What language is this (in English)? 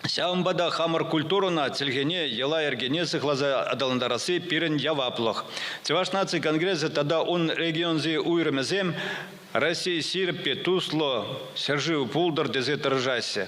Chuvash